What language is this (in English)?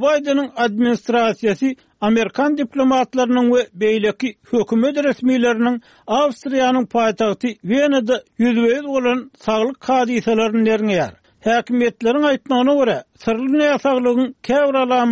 Turkmen